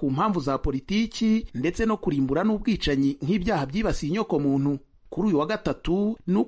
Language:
Kinyarwanda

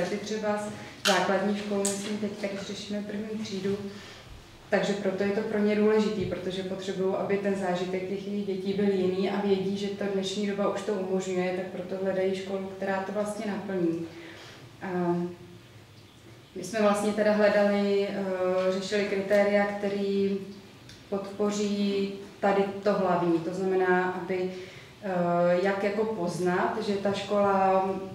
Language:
Czech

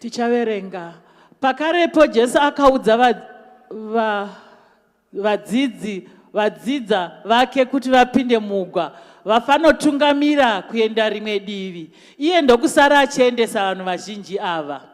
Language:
Shona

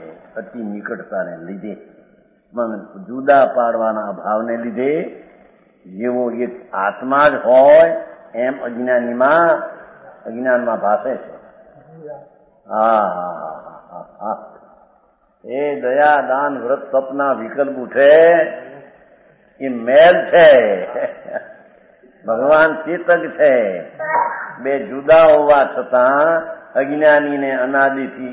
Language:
Gujarati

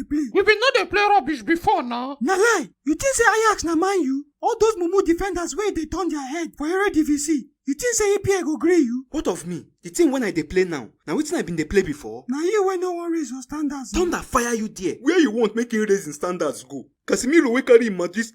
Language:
Nigerian Pidgin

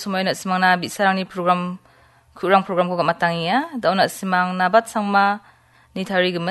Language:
Garo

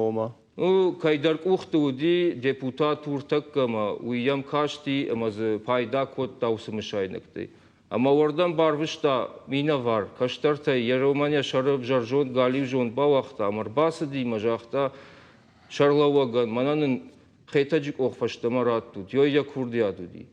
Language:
Ossetic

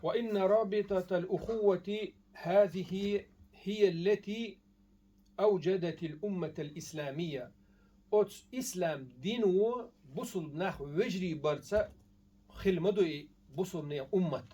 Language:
Chechen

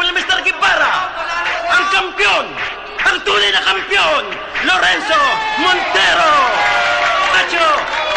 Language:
Filipino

